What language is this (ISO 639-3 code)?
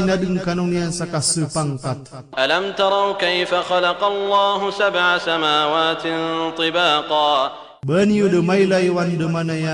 mrw